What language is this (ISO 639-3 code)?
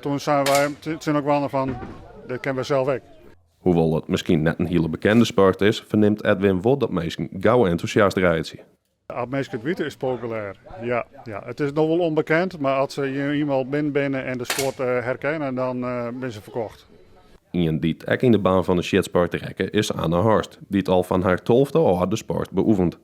fry